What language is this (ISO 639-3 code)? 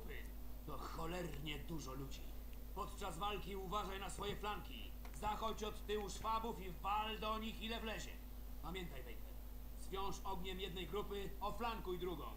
pol